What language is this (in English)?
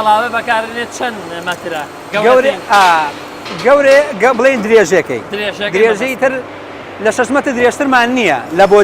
Central Kurdish